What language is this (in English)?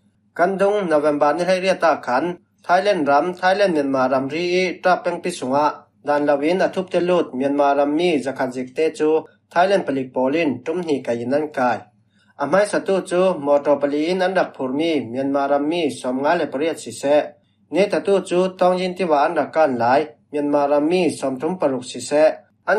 Falam Chin